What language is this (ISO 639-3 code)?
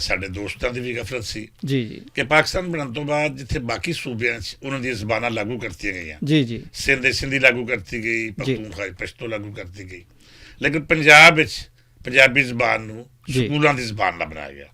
lah